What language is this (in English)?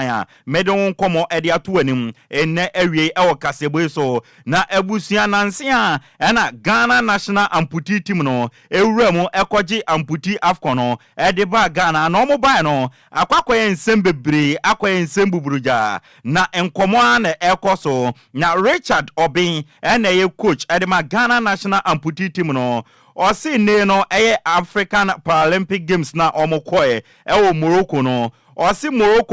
Akan